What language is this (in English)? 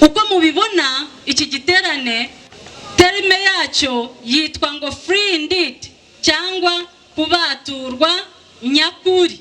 Kinyarwanda